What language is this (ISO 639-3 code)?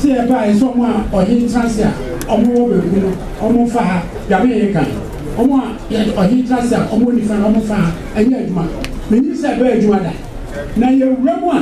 aka